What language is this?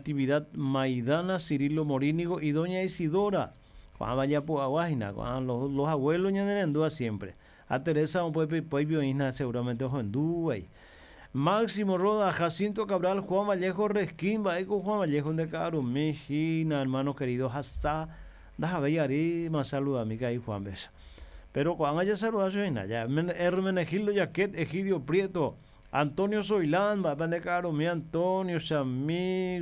Guarani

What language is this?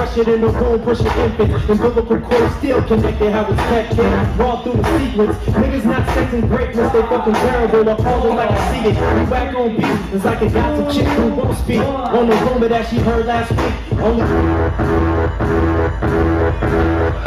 English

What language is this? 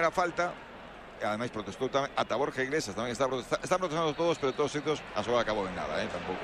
Galician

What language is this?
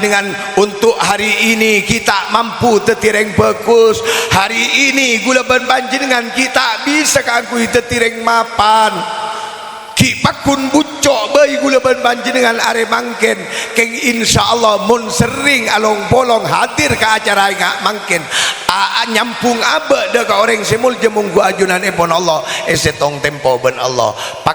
Madurese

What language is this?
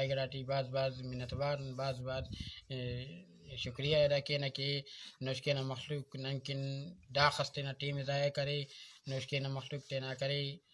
Brahui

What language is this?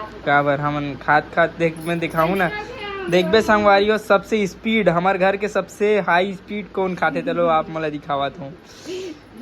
Chhattisgarhi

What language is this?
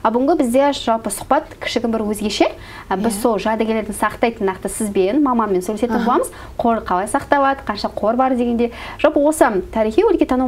Kazakh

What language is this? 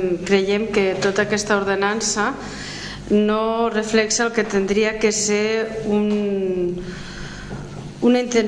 Catalan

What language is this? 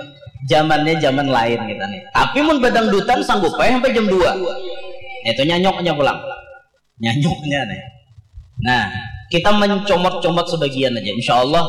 Banjar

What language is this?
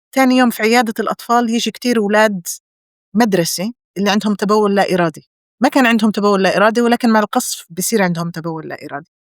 North Levantine Arabic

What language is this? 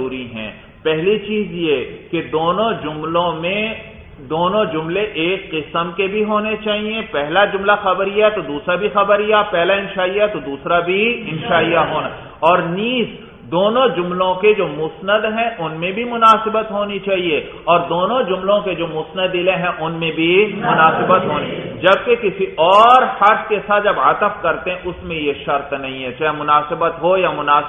Urdu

